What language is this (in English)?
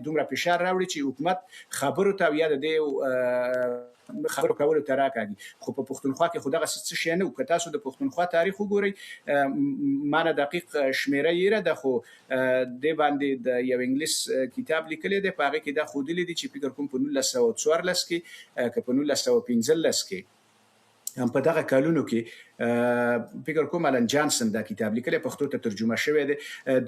Pashto